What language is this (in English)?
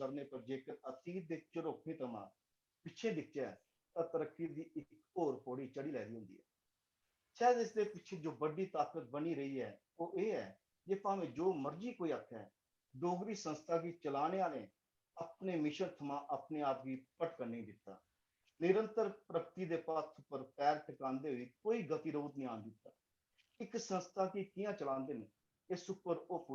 Dogri